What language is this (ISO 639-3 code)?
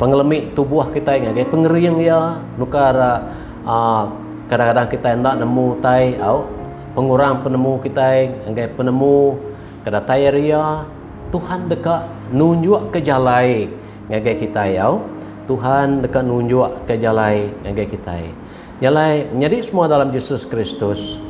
iba